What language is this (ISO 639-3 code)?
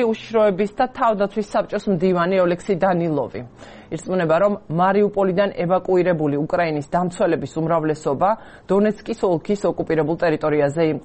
kat